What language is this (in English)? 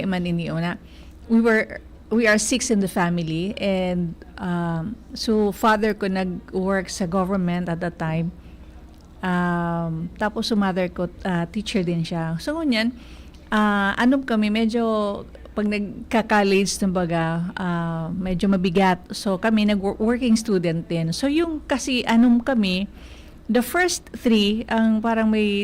Bikol